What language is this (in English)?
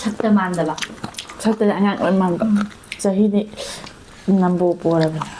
Manipuri